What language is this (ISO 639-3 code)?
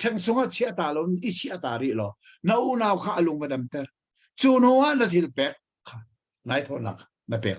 cnh